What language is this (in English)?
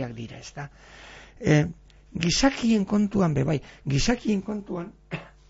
Basque